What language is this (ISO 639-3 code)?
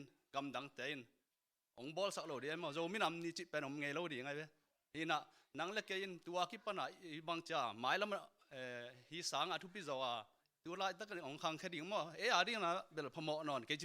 ctd